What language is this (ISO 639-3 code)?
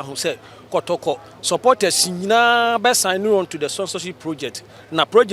aka